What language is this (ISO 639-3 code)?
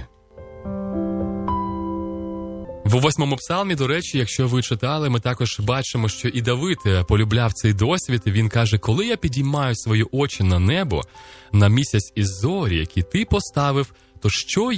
ukr